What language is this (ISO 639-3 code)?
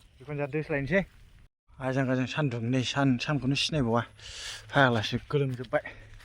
brx